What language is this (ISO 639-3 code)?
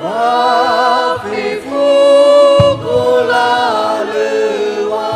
nia